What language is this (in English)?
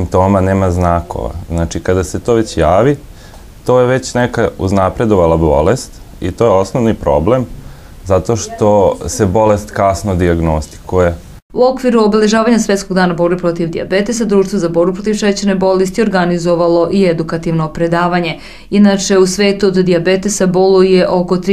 Serbian